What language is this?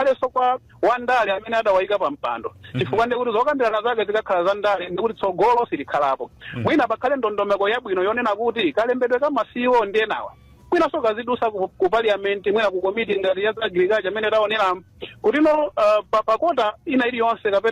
Nyanja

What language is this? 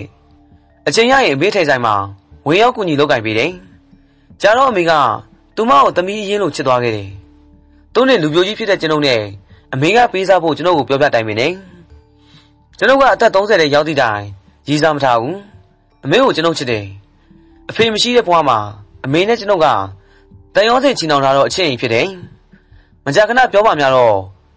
Burmese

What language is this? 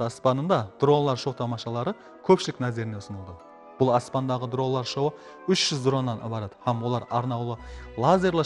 Kara-Kalpak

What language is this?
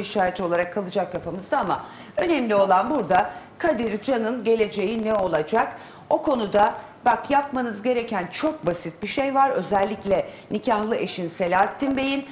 Turkish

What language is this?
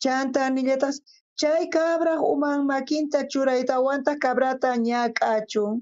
South Bolivian Quechua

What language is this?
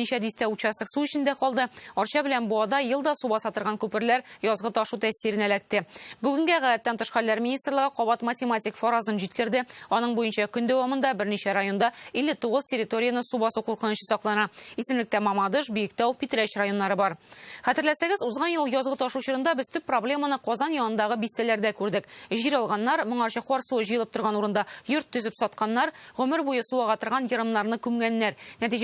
Tatar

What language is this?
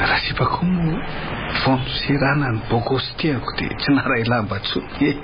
Malagasy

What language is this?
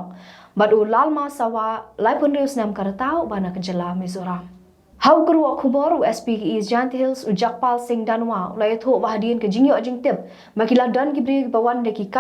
Khasi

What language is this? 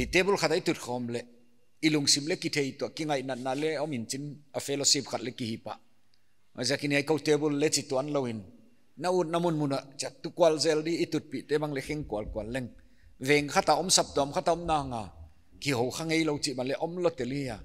Paite Chin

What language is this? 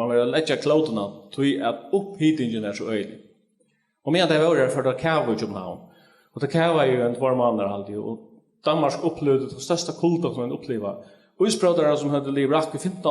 Faroese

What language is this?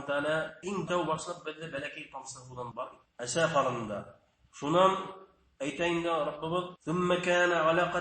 Bashkir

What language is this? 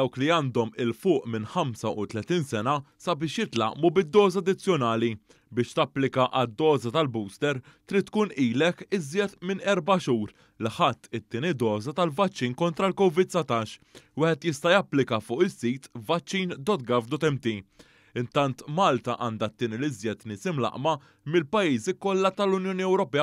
Maltese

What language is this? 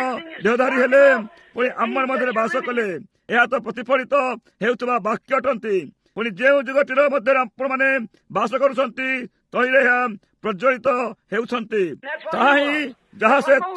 Odia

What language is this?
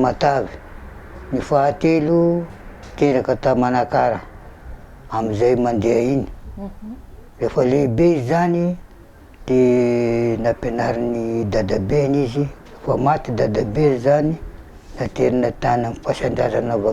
Malagasy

